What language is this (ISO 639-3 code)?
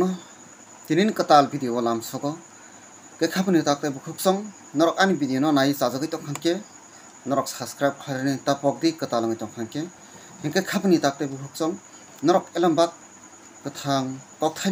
trp